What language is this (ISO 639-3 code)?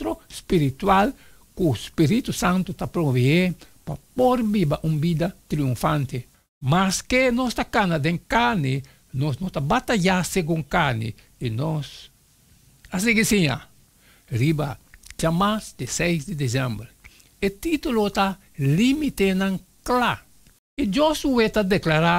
pap